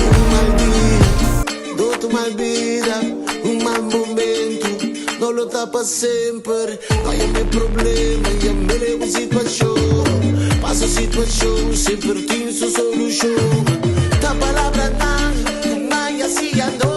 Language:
Papiamento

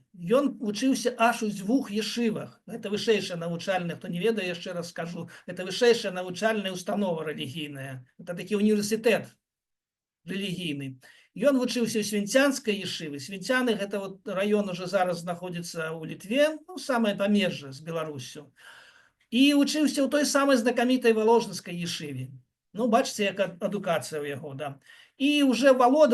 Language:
Belarusian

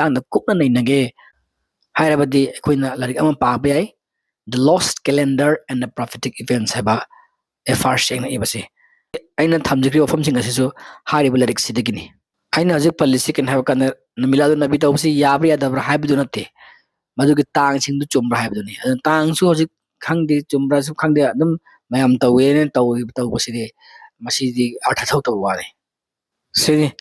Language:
Manipuri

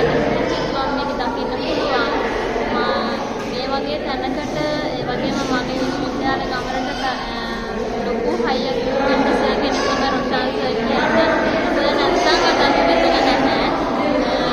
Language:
Sinhala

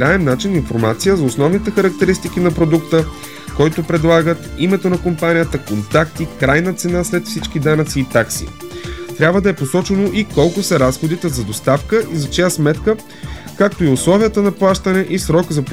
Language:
Bulgarian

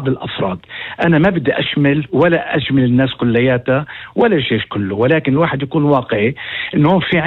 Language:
North Levantine Arabic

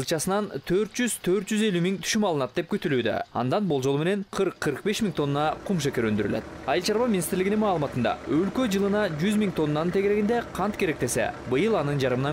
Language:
Kyrgyz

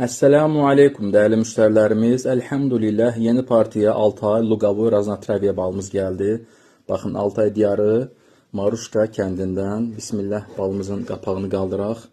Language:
Azerbaijani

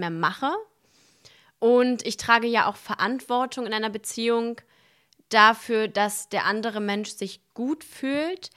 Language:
German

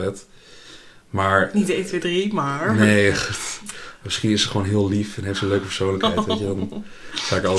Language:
Dutch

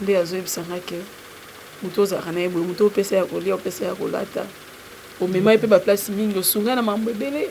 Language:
Lingala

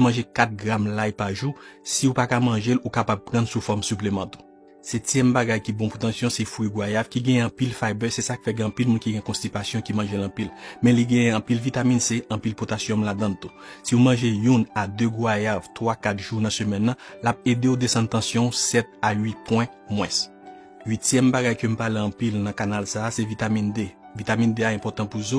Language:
Haitian Creole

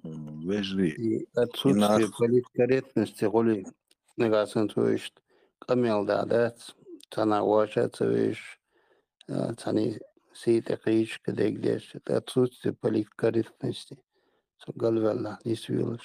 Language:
Chechen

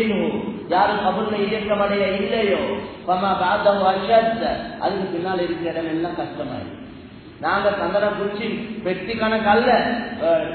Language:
Tamil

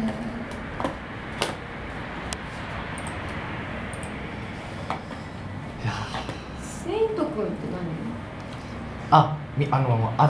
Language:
Japanese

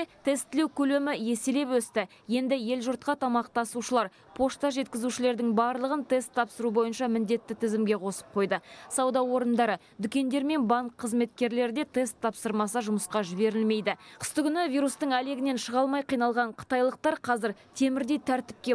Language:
Kazakh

